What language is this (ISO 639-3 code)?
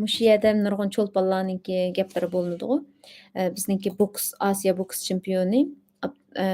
uig